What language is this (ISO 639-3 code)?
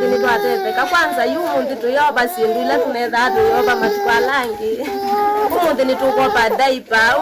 kam